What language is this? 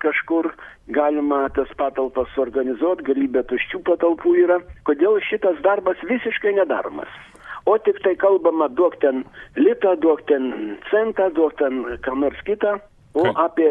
Lithuanian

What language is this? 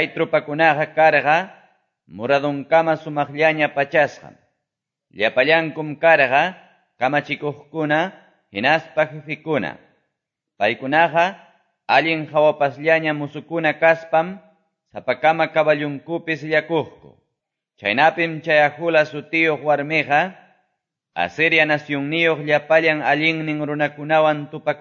Quechua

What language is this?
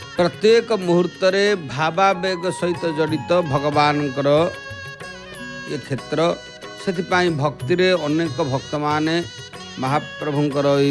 Odia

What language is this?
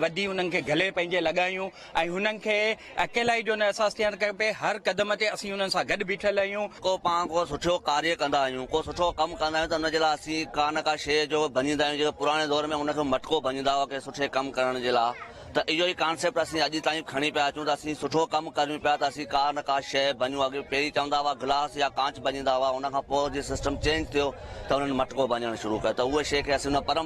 Sindhi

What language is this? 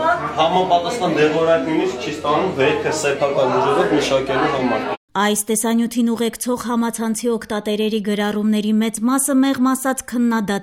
Armenian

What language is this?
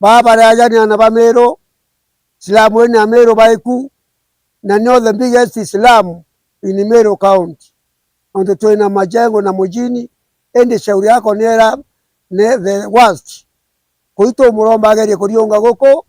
Meru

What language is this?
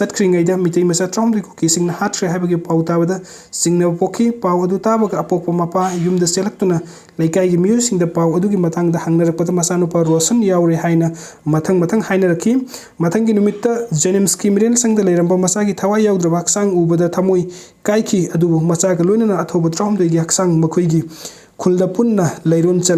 Manipuri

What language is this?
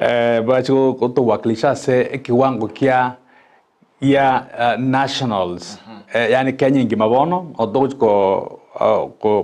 Gusii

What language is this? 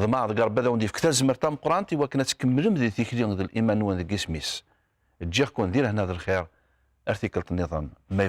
Kabyle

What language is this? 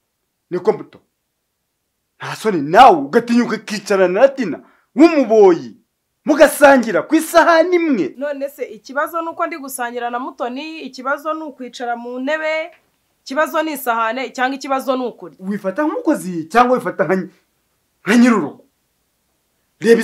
Kinyarwanda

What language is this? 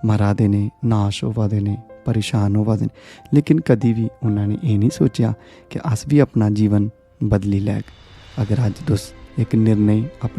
Dogri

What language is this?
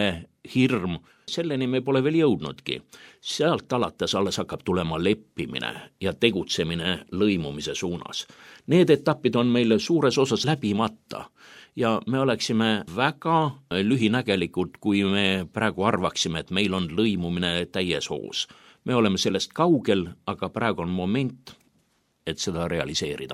Estonian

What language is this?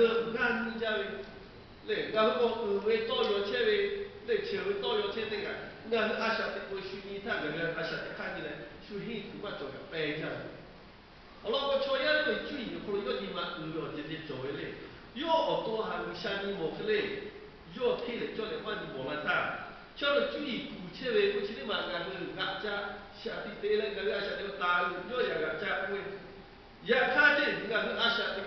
Lahu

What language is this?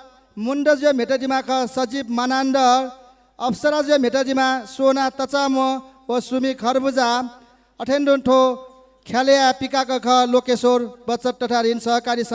Newari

